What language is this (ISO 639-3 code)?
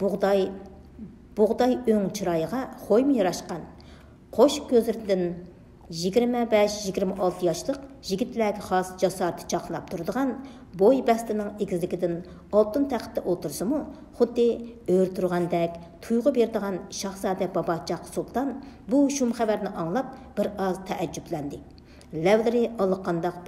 uig